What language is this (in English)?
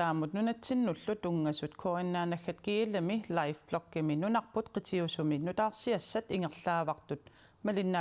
Kalaallisut